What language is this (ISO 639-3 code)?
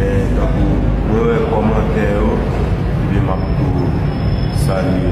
hat